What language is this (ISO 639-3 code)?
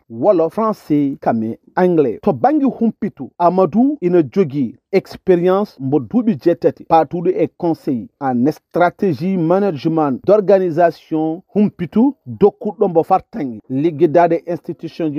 ful